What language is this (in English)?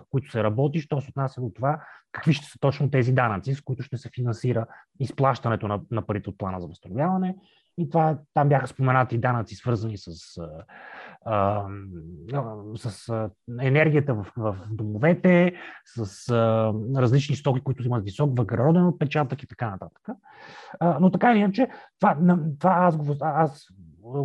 Bulgarian